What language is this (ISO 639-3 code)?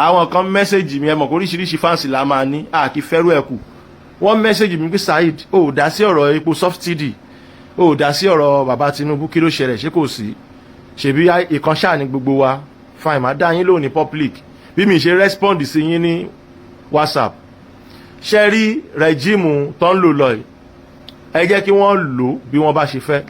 yor